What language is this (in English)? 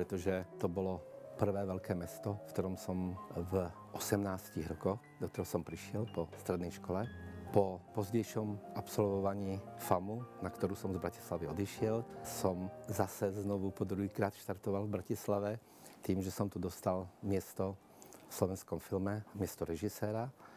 Slovak